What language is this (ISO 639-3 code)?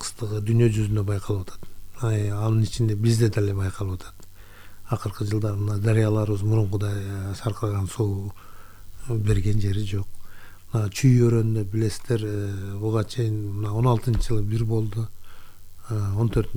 kir